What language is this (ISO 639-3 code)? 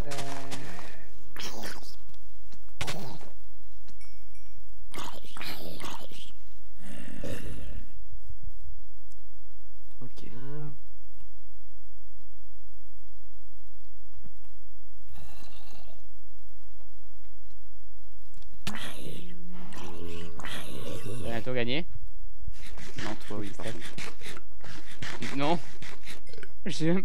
fra